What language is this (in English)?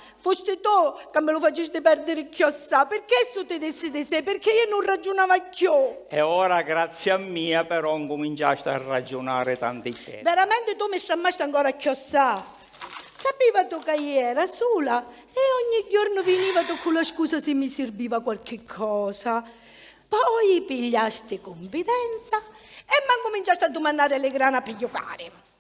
Sicilian